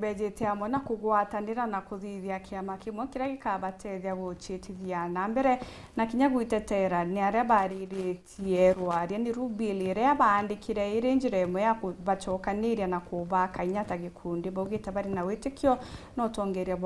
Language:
Meru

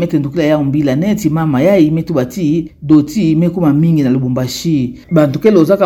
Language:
Kituba (Democratic Republic of Congo)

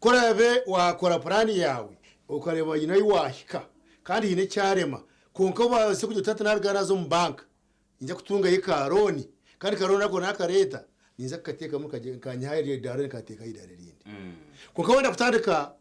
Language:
Nyankole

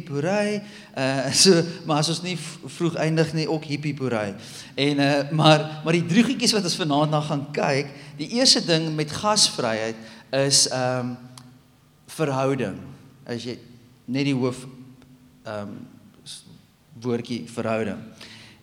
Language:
Afrikaans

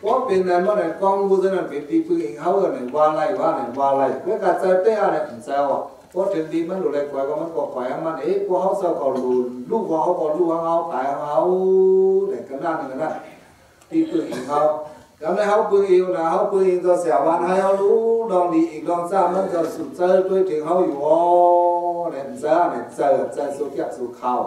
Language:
Shan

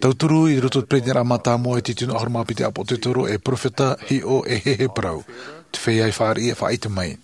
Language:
Tahitian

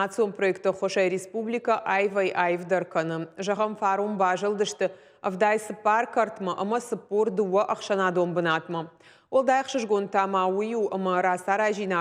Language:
Ossetic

